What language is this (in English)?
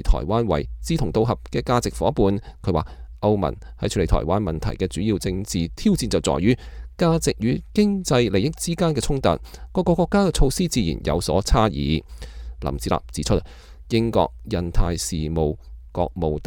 Cantonese